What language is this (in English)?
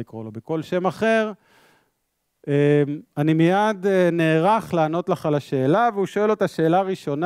Hebrew